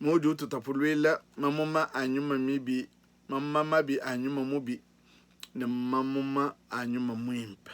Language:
Luba-Lulua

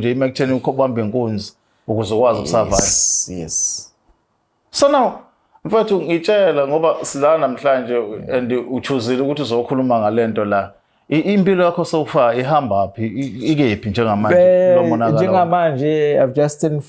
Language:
Zulu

